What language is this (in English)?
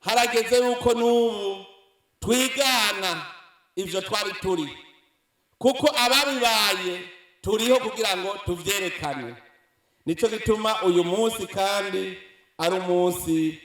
Rundi